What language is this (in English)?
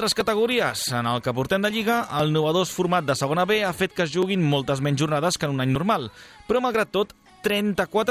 Catalan